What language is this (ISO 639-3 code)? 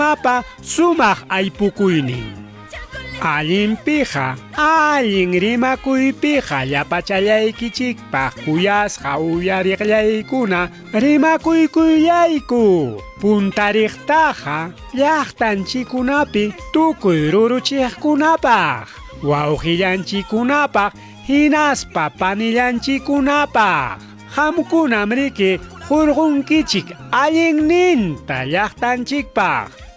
quy